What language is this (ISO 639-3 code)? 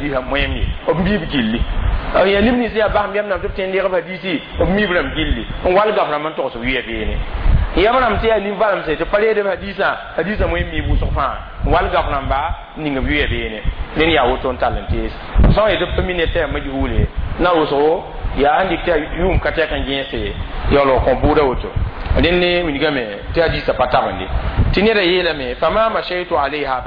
mos